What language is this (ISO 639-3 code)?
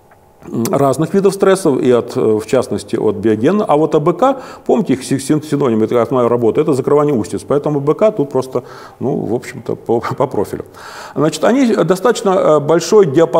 rus